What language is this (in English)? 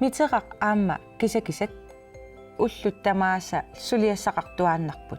Kalaallisut